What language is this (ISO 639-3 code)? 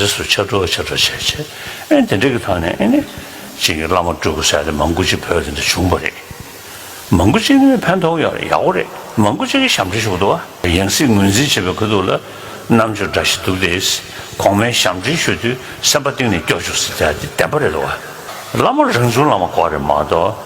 bod